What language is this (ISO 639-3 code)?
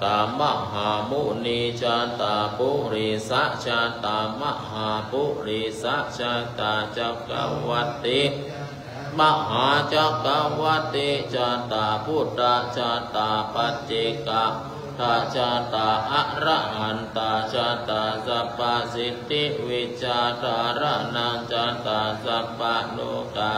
pli